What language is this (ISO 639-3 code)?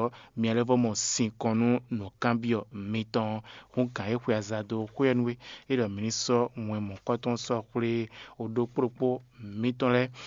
fon